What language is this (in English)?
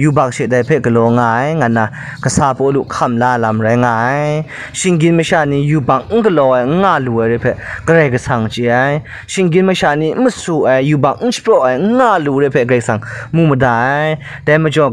Kachin